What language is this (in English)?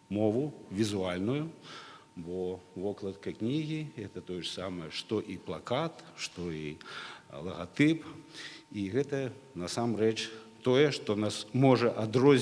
Belarusian